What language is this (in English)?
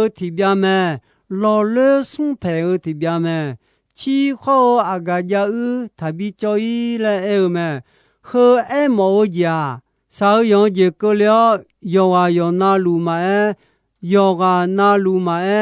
Akha